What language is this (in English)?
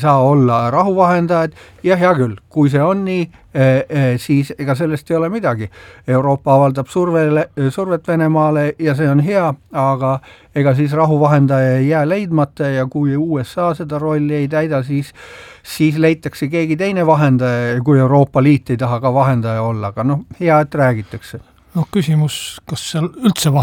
Estonian